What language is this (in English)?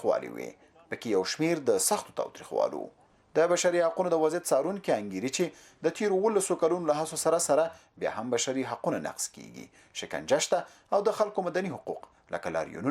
Pashto